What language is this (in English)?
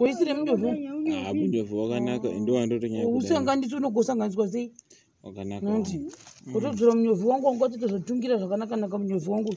Shona